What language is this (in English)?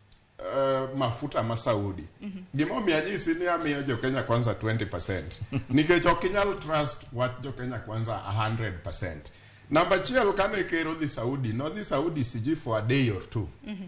Luo (Kenya and Tanzania)